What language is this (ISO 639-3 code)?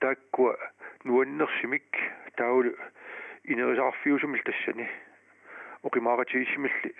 kal